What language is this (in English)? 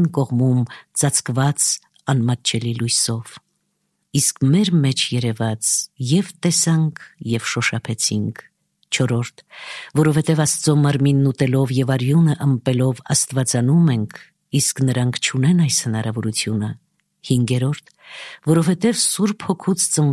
Armenian